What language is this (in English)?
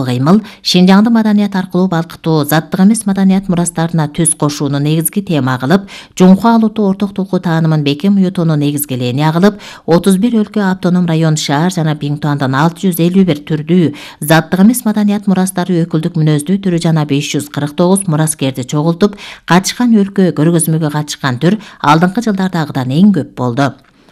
Kyrgyz